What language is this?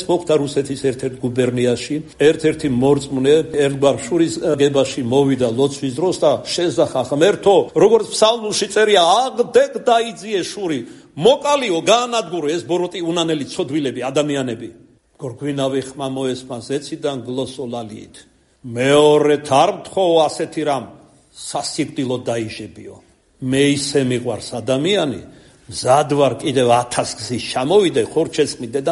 Georgian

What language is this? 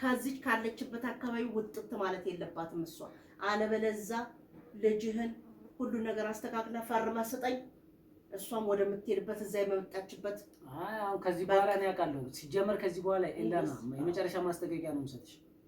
Amharic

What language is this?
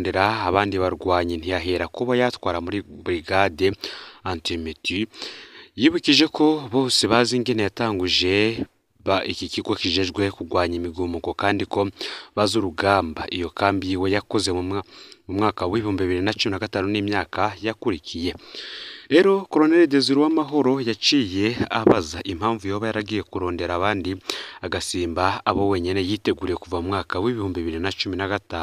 Rundi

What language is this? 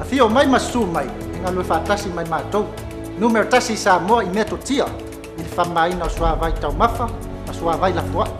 Samoan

